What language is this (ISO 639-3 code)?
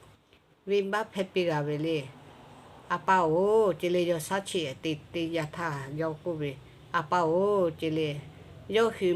lhu